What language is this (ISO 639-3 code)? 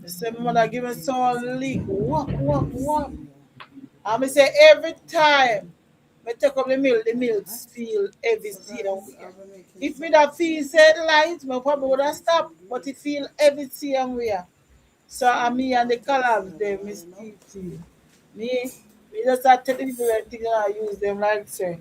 jam